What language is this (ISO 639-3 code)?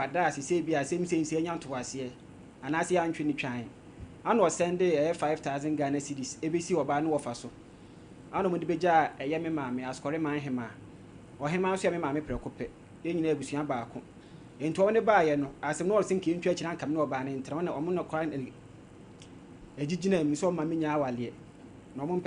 aka